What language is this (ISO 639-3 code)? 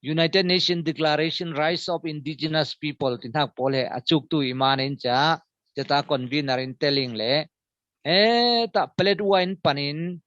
cfm